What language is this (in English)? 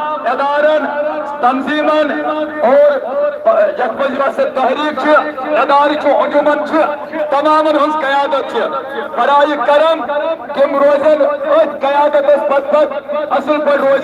Kashmiri